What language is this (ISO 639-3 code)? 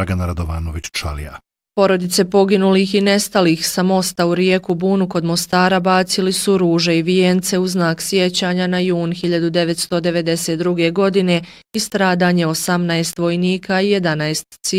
bos